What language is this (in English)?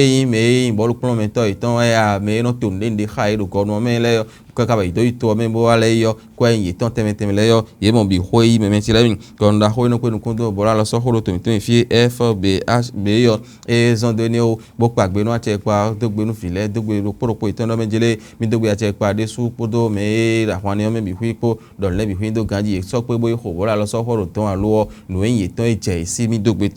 Fon